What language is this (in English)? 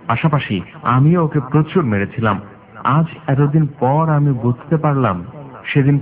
Bangla